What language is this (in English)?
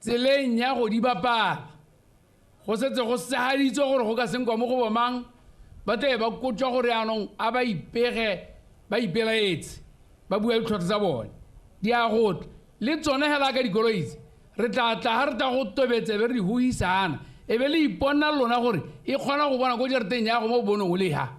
Tswana